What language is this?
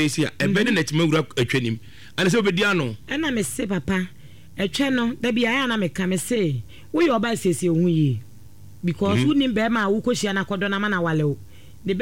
Akan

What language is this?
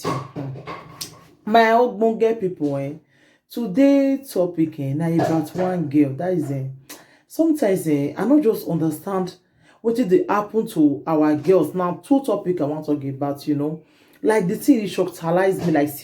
Nigerian Pidgin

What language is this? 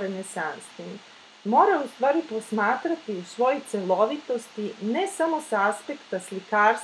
Serbian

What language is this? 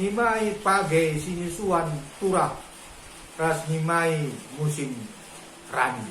Batak Karo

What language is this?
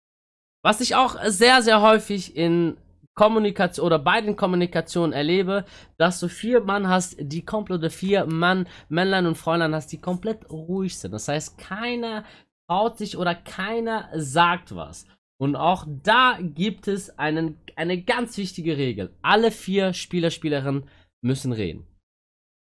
German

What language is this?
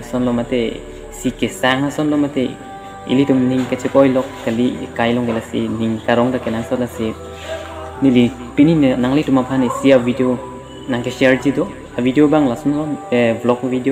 Karbi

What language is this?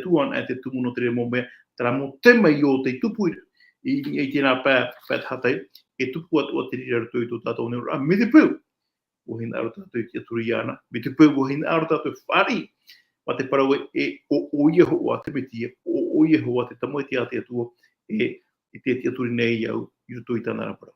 Tahitian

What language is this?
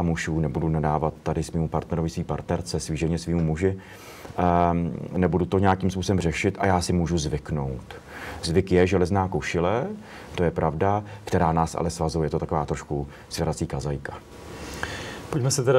Czech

